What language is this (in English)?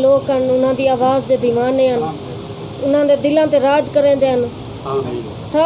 Saraiki